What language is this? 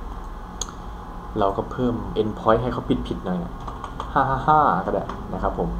Thai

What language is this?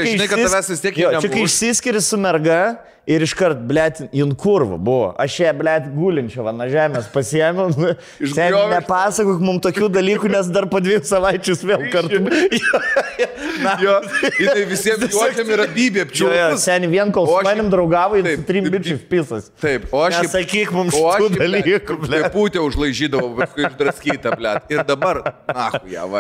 Lithuanian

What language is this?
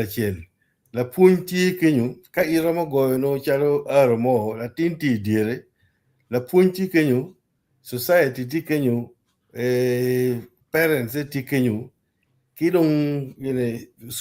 Acoli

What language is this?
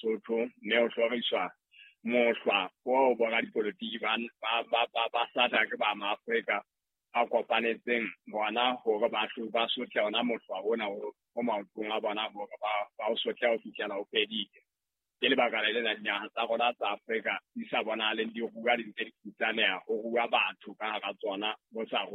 Southern Sotho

